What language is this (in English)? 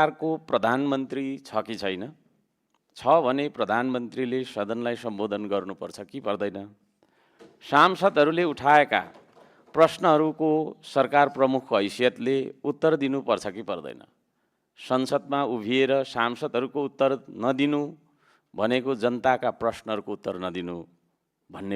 Nepali